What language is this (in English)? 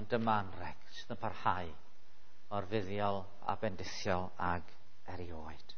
Welsh